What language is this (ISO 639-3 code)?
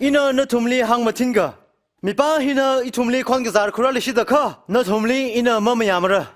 nmf